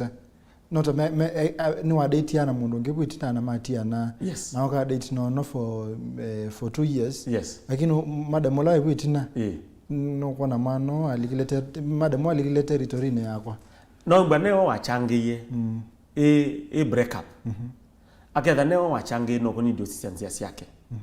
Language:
Kamba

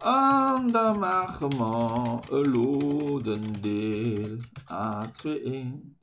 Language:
Luxembourgish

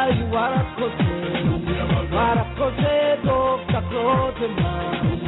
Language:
Kinyarwanda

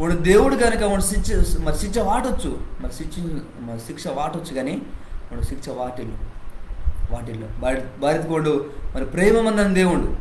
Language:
Koya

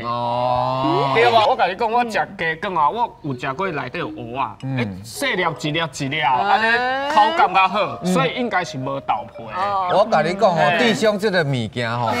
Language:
Min Nan Chinese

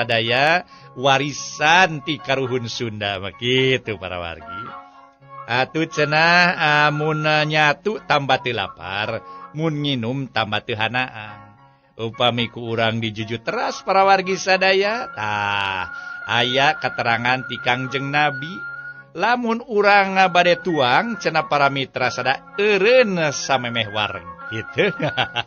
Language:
Sundanese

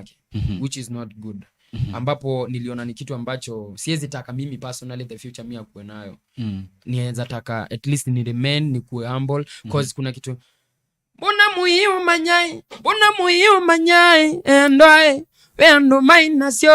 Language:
Kamba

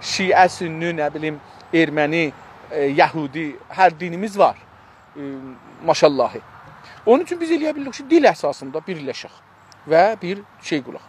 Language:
South Azerbaijani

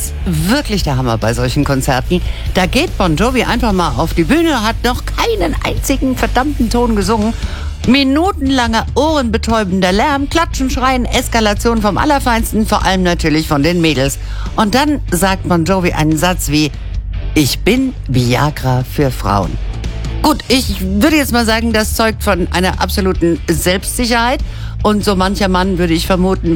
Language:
German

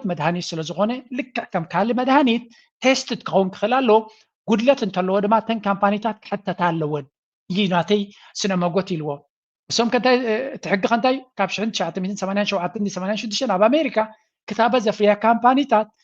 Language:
Tigrinya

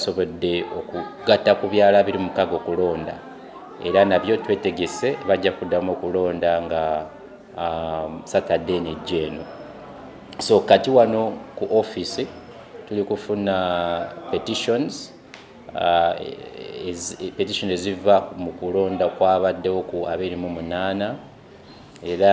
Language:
Ganda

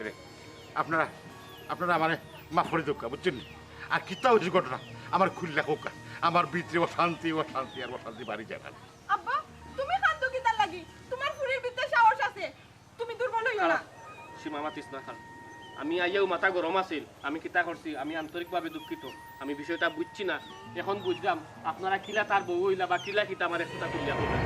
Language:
Sylheti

